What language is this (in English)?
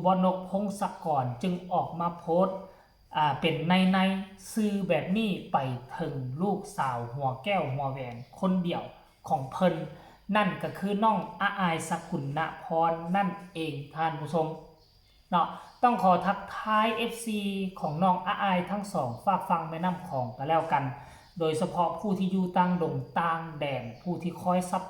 Northeastern Thai